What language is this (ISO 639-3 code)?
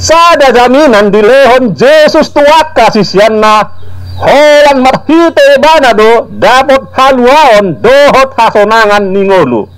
bbc